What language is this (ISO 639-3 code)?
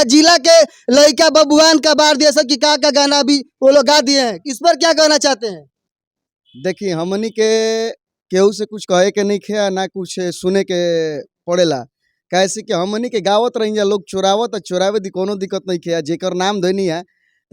bho